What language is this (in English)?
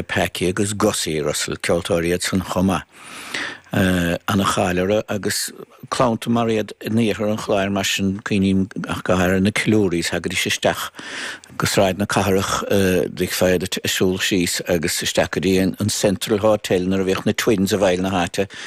Irish